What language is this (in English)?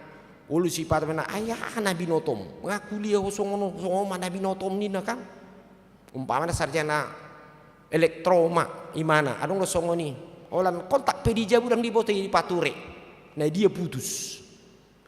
Batak Toba